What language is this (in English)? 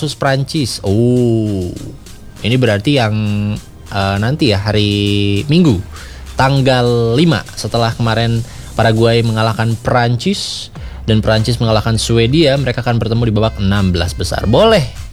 Indonesian